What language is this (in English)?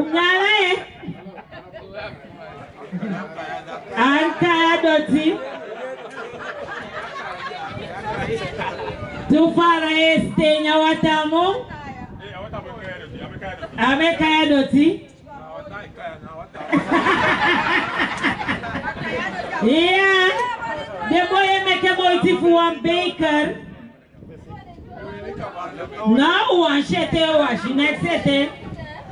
Swahili